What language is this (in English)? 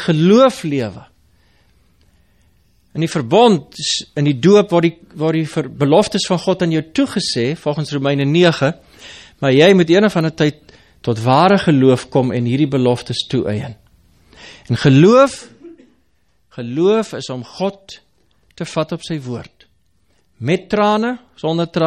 Afrikaans